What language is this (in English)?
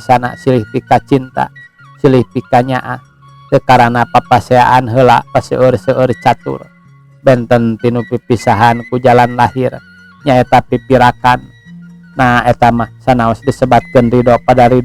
Sundanese